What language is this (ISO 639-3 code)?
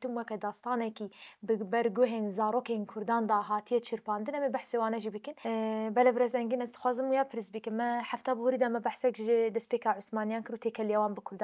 kur